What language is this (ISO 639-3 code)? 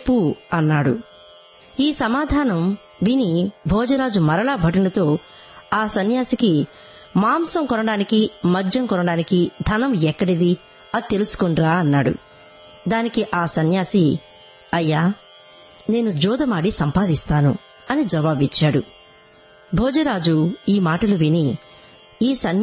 tel